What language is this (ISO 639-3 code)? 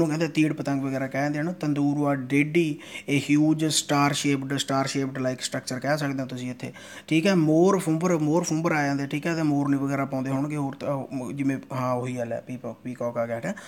pan